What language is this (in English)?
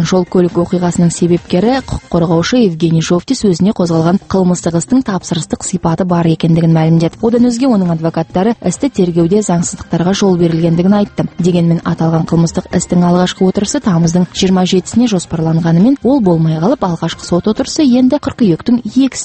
Kazakh